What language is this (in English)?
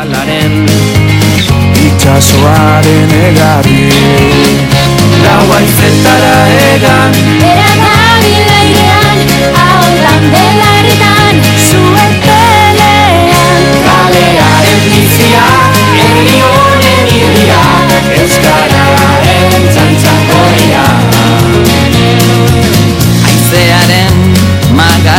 Basque